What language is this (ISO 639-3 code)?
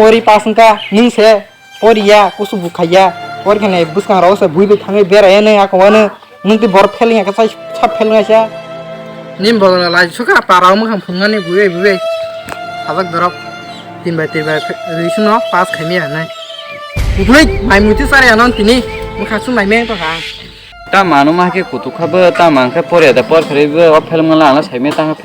trp